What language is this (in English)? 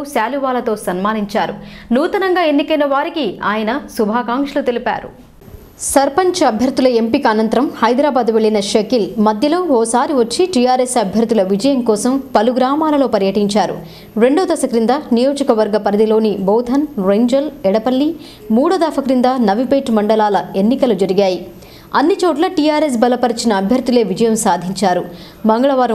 Telugu